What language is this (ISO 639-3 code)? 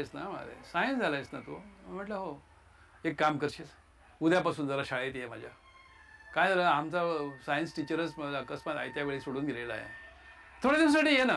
mar